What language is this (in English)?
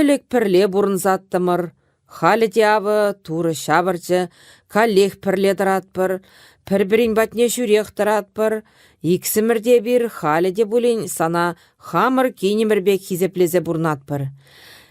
Chuvash